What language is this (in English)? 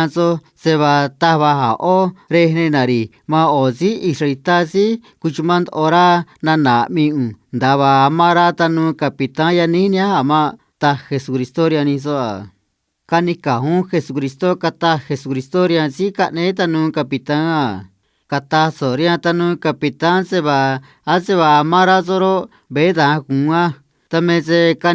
Copala Triqui